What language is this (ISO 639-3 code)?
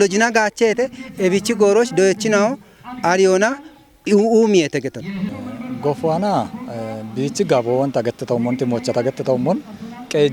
kbr